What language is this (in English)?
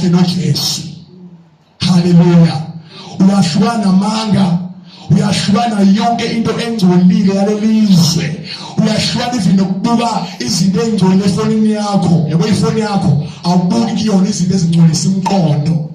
Zulu